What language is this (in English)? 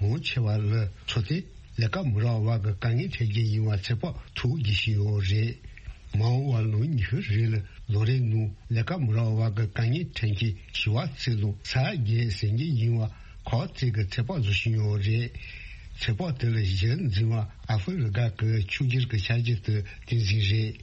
Tibetan